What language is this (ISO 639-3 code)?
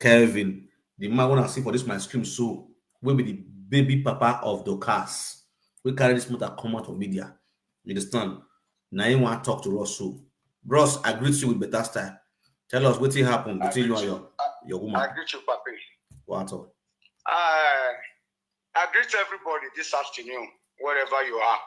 pcm